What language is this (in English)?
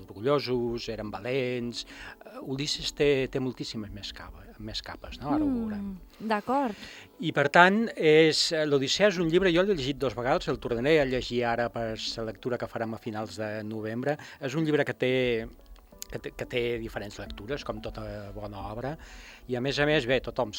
Catalan